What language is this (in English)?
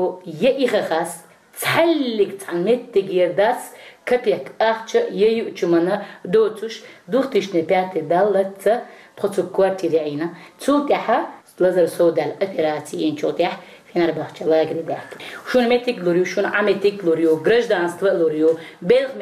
Chechen